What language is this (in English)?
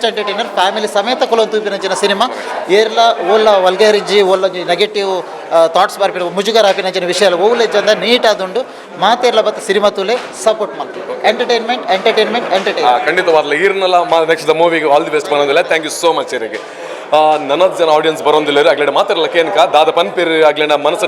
Tulu